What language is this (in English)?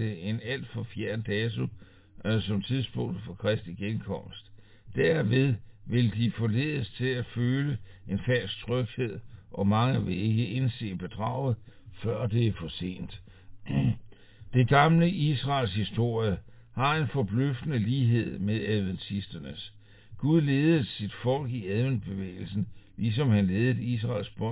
Danish